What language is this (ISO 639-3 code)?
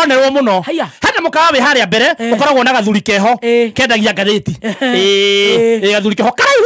kik